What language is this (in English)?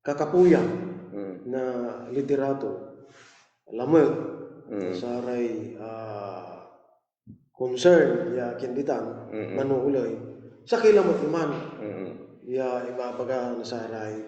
Pangasinan